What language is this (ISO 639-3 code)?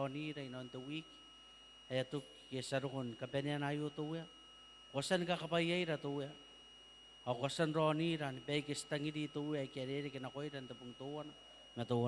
gil